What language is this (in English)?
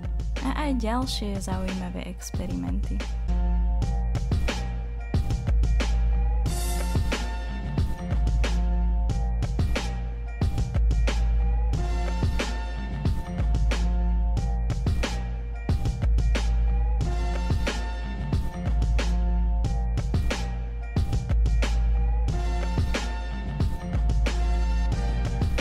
Slovak